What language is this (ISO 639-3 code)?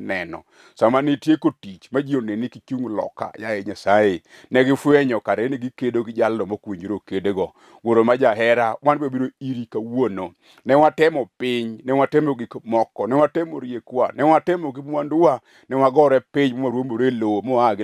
luo